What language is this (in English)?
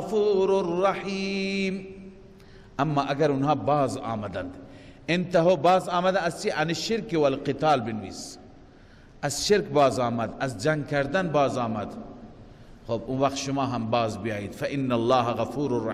Persian